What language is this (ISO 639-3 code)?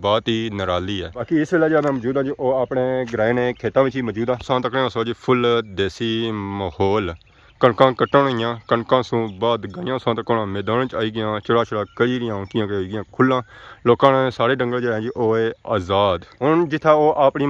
phr